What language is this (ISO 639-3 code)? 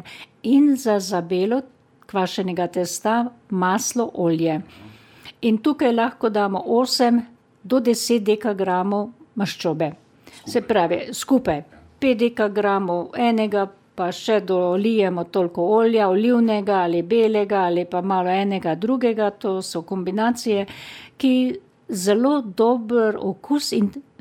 slv